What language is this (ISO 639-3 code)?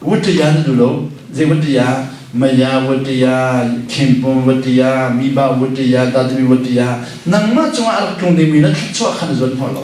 cnh